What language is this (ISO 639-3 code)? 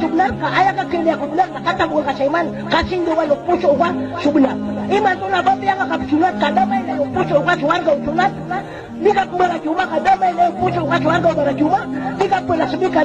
mrw